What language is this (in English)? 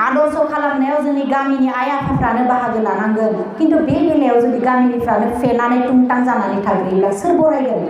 Bodo